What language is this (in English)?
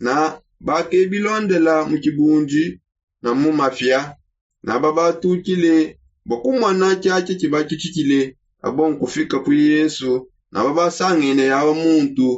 Songe